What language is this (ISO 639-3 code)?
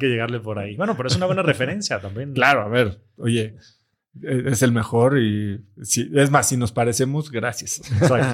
spa